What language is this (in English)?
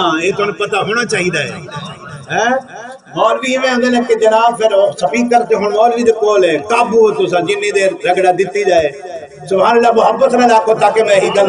Saraiki